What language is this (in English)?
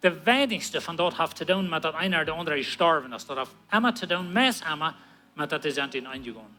Plautdietsch